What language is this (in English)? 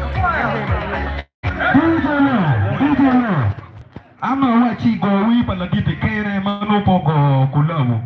Acoli